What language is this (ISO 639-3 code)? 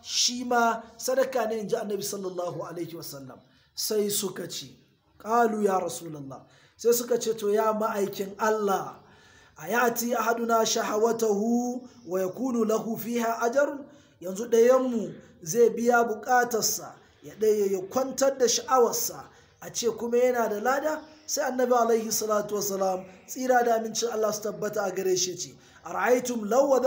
hau